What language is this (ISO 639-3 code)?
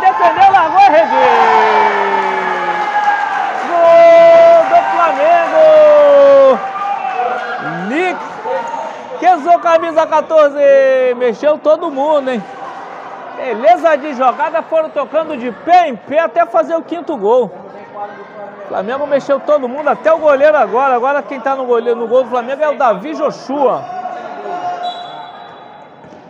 por